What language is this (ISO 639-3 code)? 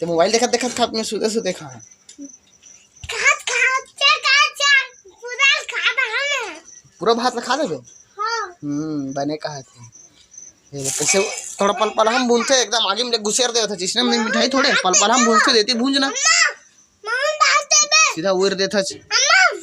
hne